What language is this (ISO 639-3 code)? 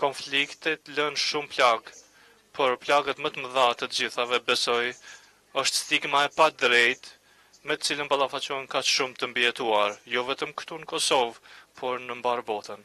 sqi